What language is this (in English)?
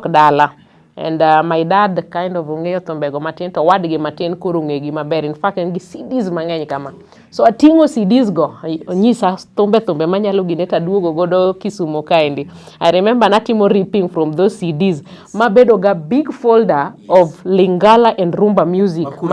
Luo (Kenya and Tanzania)